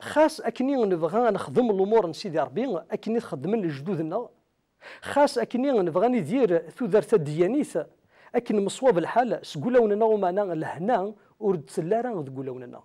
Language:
Kabyle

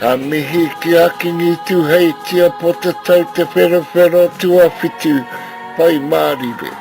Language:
Māori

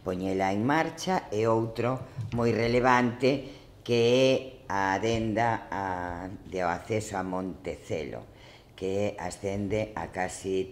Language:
Galician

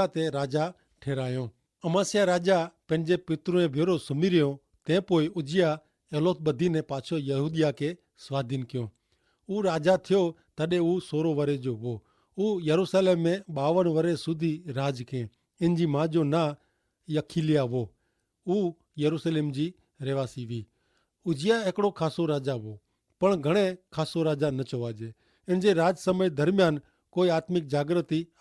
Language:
Kachhi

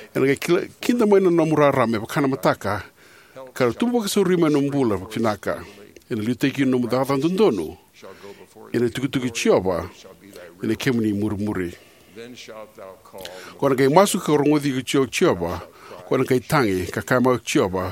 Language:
Fijian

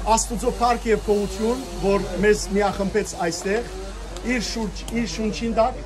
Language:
Western Armenian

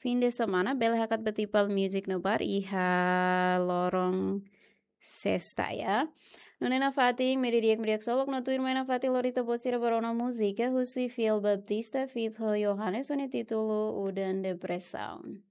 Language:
Tetum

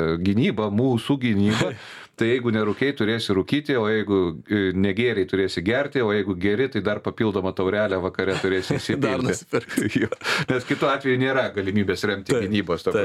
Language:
Lithuanian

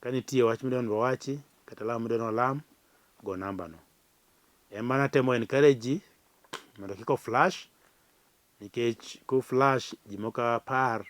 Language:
Luo (Kenya and Tanzania)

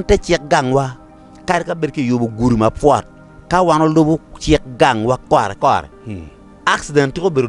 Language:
Acoli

